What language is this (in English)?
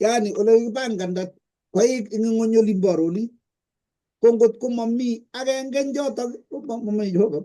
Kalenjin